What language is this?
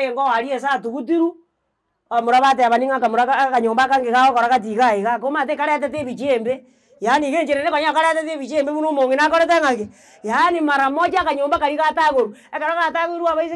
Gusii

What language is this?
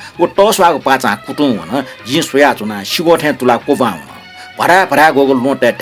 Newari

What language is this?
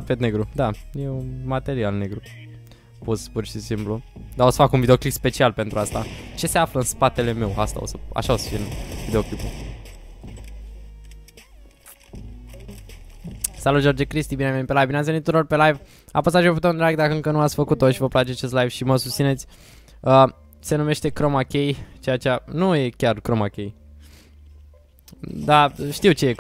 Romanian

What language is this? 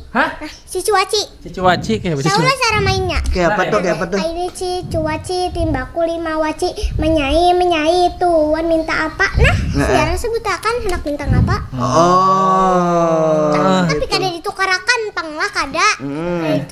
Banjar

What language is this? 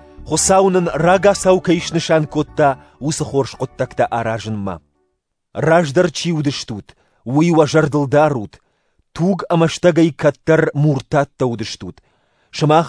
Ossetic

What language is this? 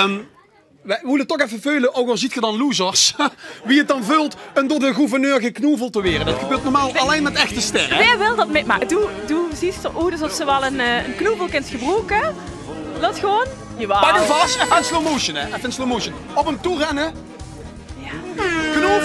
Limburgish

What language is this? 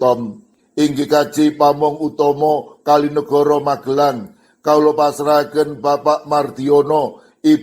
Javanese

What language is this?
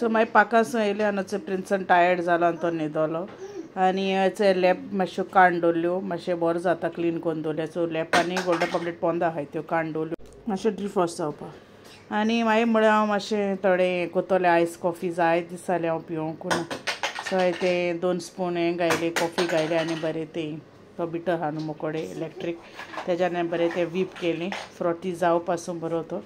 Konkani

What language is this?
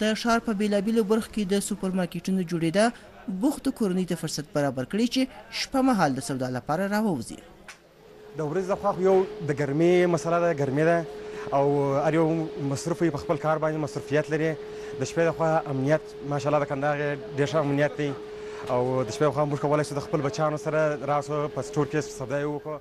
Pashto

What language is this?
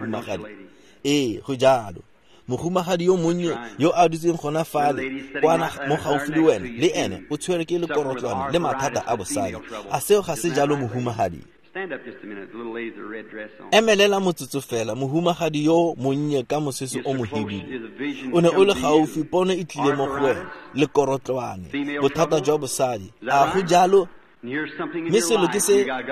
Tswana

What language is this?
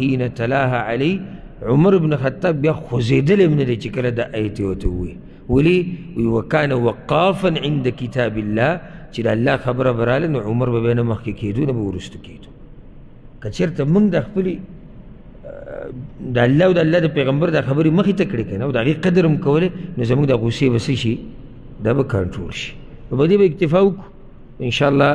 Pashto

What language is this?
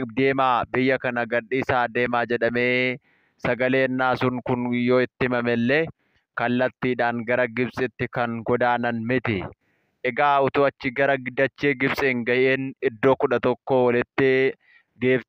Oromo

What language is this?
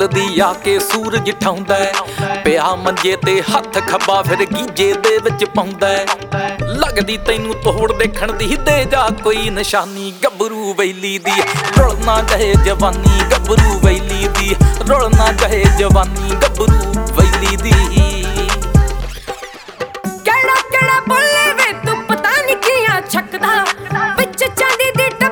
Punjabi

